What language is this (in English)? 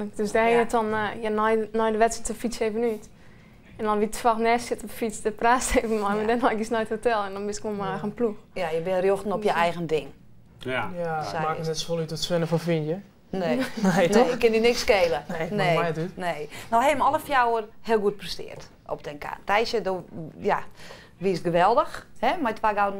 Western Frisian